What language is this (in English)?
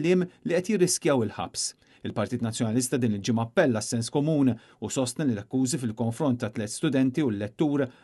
Maltese